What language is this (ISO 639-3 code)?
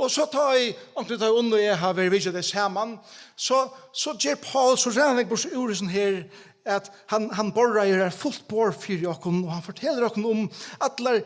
fao